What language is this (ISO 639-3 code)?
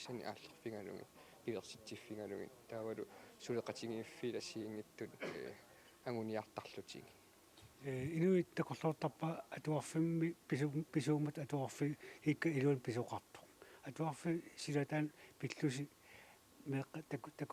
kal